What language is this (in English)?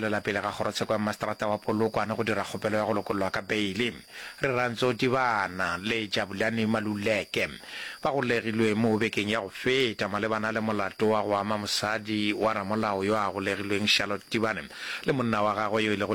Northern Sotho